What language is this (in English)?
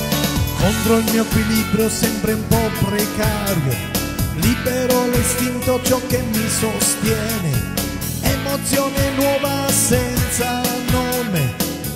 Italian